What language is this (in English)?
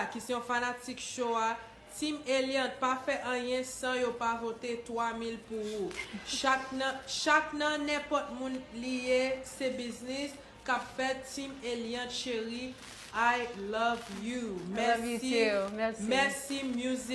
Haitian Creole